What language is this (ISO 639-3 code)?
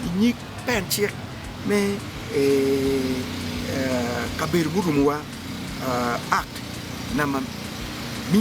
ach